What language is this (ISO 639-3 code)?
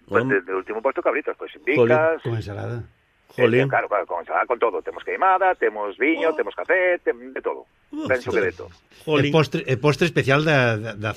glg